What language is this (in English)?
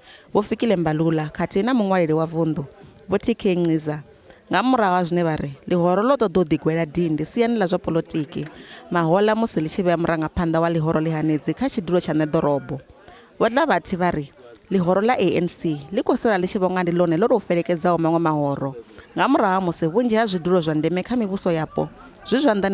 Venda